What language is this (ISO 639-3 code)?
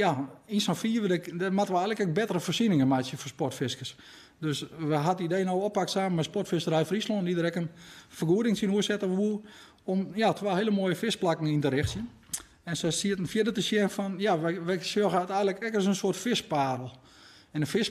fry